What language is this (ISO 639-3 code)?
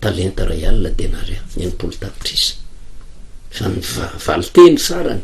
mlg